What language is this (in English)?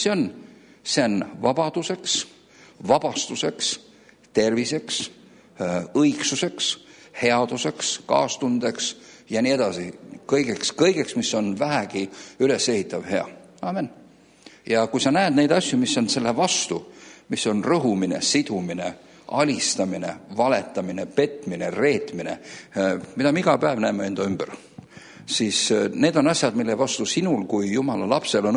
Estonian